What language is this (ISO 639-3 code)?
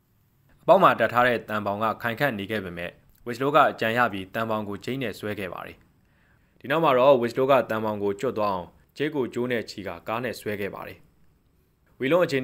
mya